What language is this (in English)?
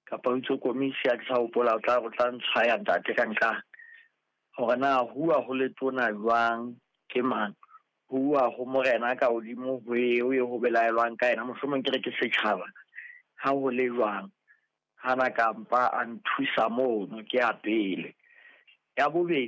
Southern Sotho